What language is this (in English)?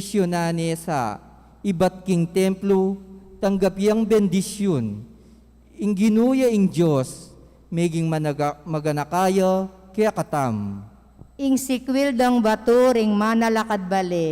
Pampanga